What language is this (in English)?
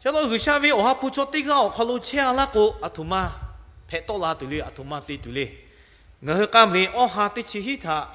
Lahu